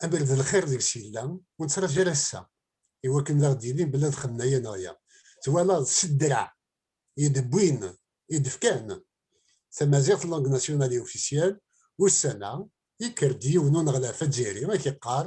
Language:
Kabyle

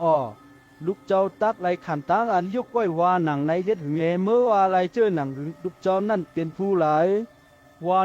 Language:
Shan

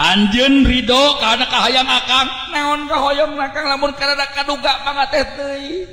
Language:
Sundanese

